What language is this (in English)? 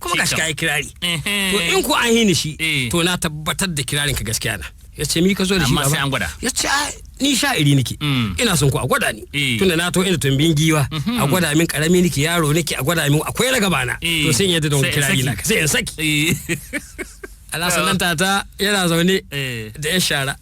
Hausa